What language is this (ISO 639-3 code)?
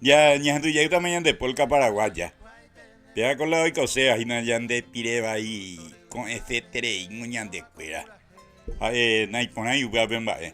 grn